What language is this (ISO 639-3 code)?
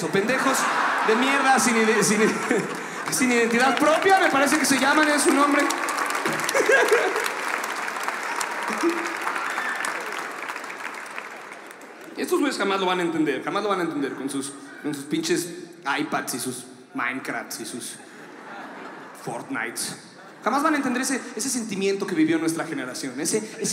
spa